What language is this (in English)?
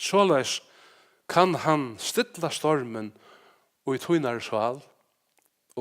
Faroese